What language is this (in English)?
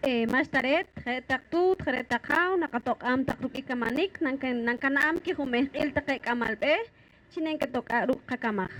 Poqomchi'